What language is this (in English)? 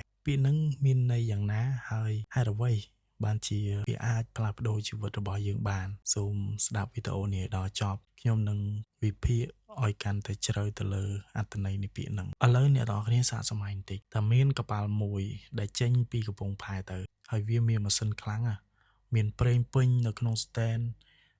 Khmer